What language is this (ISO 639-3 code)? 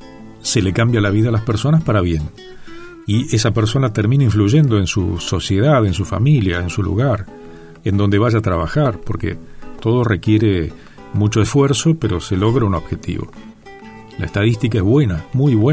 spa